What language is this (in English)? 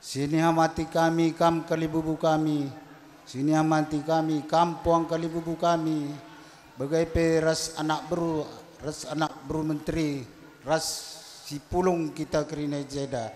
Batak Karo